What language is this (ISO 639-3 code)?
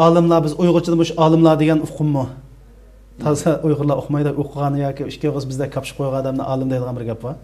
uig